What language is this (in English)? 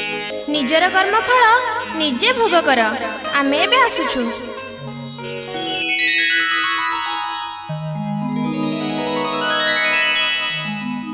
Odia